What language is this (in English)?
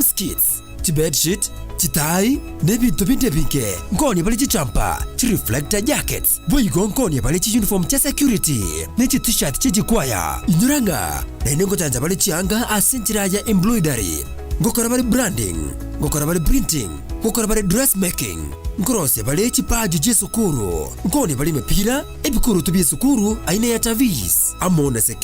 Gusii